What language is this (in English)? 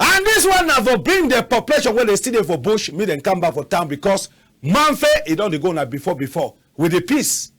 Cameroon Pidgin